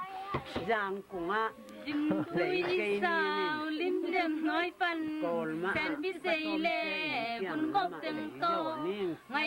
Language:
Tedim Chin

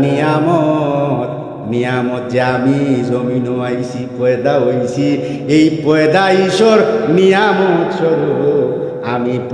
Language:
Sylheti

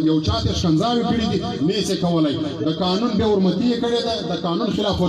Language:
Pashto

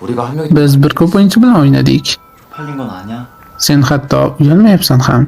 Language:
Uzbek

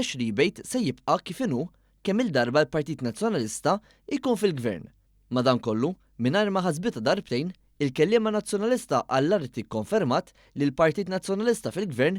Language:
Maltese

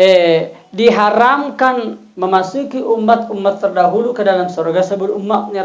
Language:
Buginese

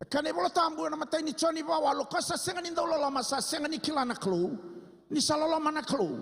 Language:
Fijian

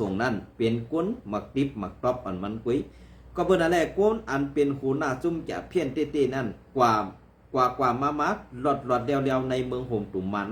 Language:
Shan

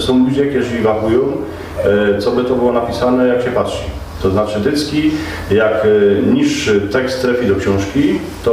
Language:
Silesian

